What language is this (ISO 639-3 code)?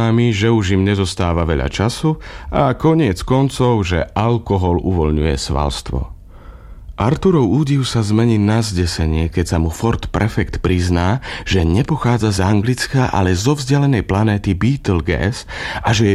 slk